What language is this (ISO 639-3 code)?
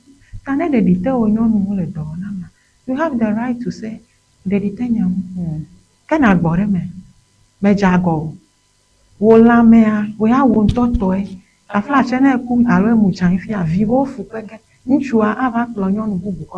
ewe